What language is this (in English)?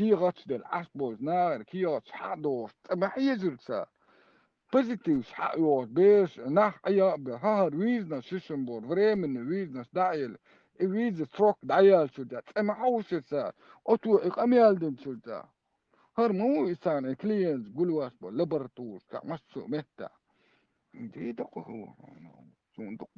Chechen